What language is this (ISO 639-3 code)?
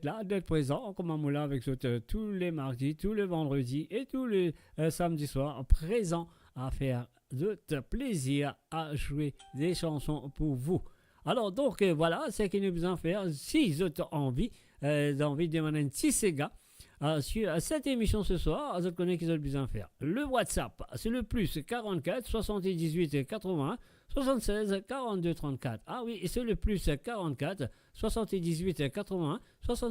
mfe